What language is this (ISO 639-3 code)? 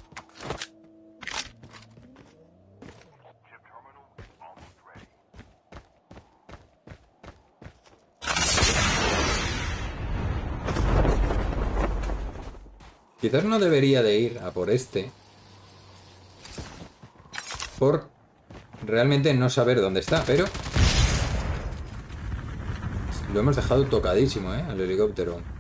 spa